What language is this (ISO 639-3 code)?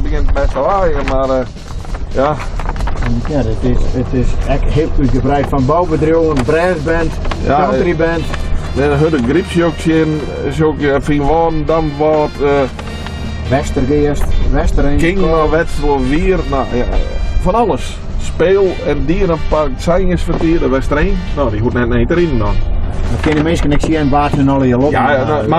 fry